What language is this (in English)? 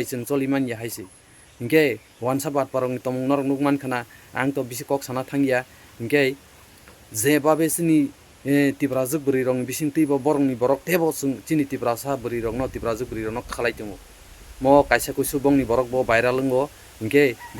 Kok Borok